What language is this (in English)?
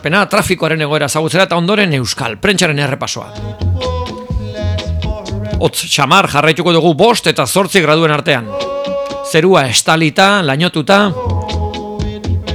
Basque